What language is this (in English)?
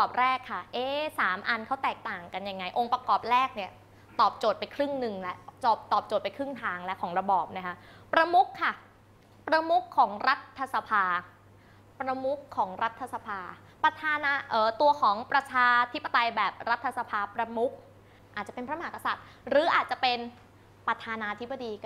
Thai